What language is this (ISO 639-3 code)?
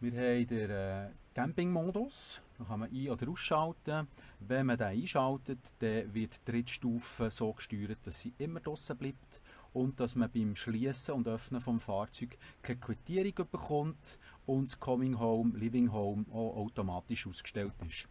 gsw